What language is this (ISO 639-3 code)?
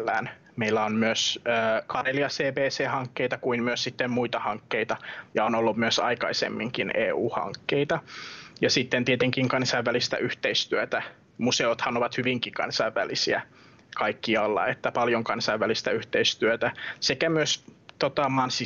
fin